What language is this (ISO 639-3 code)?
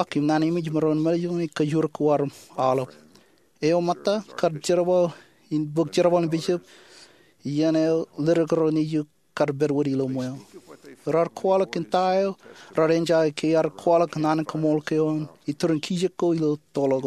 mah